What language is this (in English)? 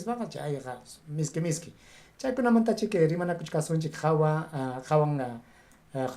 Ayacucho Quechua